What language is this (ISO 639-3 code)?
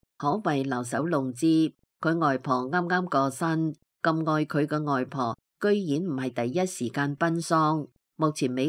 yue